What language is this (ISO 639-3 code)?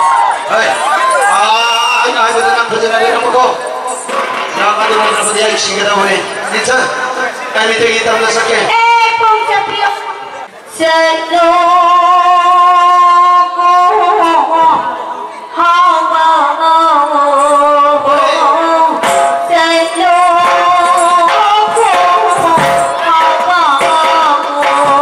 msa